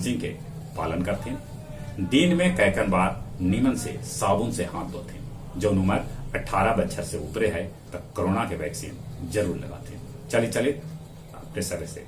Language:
Magahi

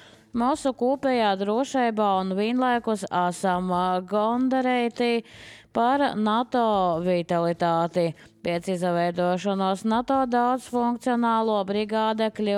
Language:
Latvian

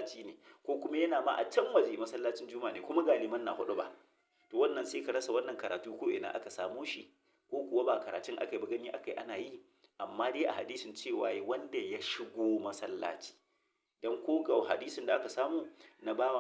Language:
Hausa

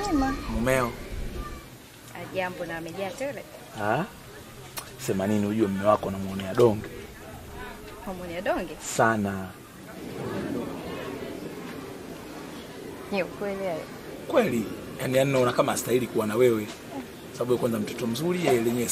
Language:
Swahili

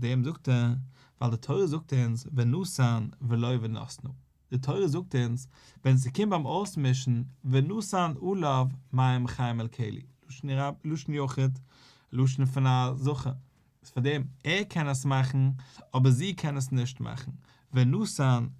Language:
Yiddish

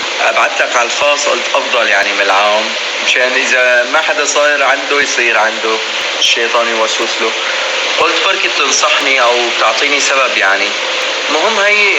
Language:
North Levantine Arabic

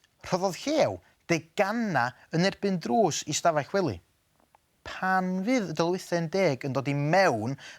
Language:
Welsh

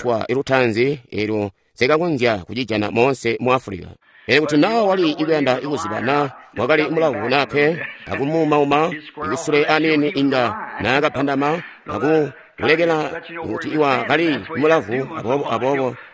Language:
Tonga (Zambia)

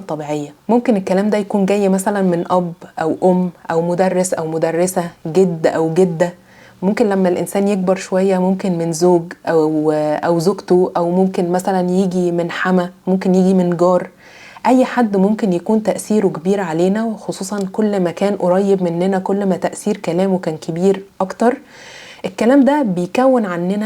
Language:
Egyptian Arabic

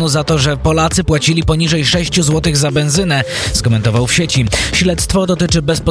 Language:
Polish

